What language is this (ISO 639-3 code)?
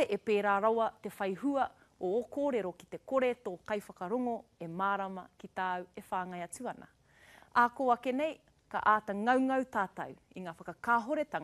mri